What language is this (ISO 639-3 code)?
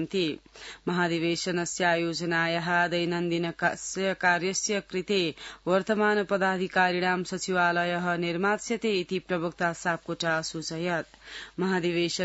san